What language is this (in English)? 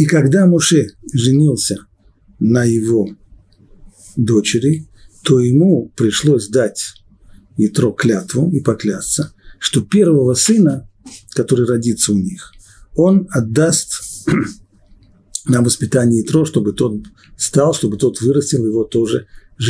Russian